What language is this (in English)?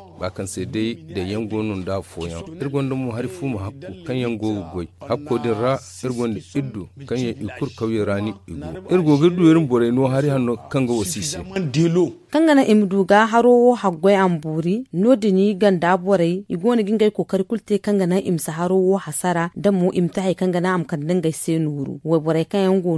Zarma